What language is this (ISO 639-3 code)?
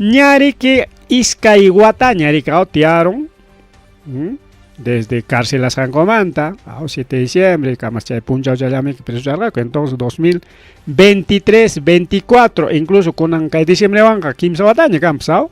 quy